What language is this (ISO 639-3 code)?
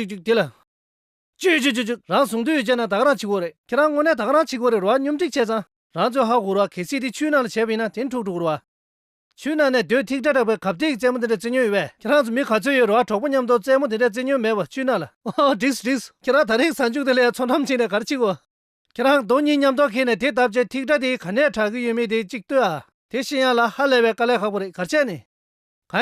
bod